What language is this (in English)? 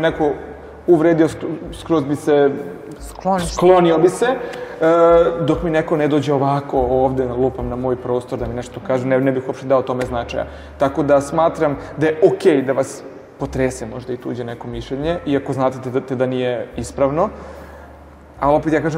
Serbian